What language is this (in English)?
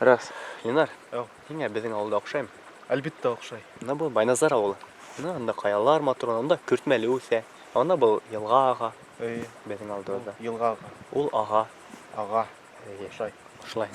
Bashkir